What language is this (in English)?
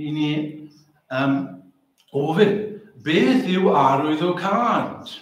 Welsh